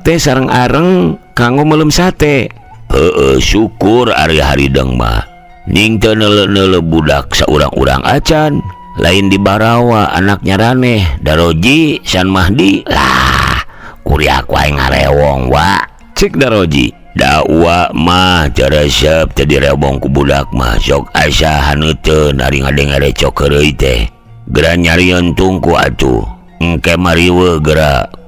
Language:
Sundanese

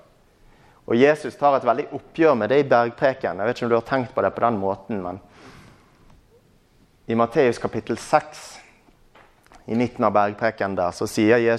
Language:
Norwegian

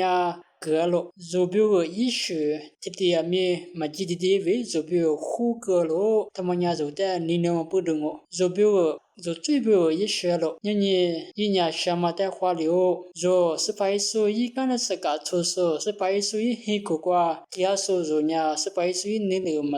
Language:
Lisu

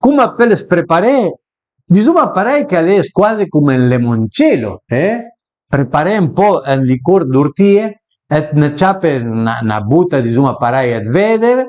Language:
Piedmontese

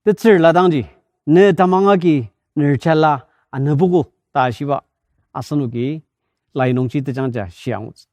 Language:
Ao Naga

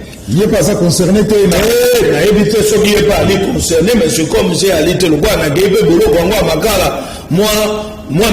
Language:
Lingala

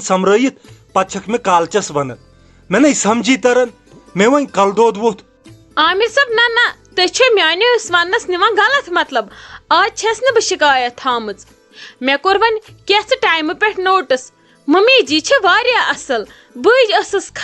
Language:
Kashmiri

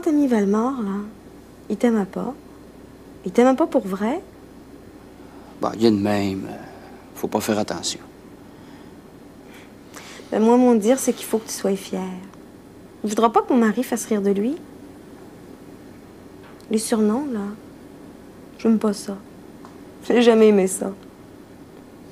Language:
French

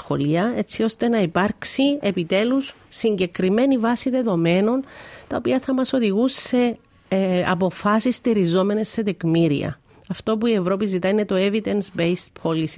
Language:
Greek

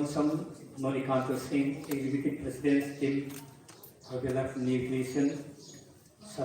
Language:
Manipuri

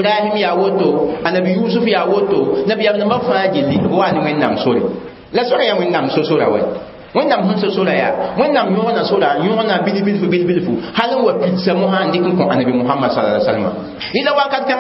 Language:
Mossi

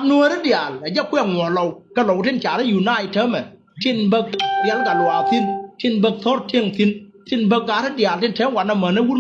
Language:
Nuer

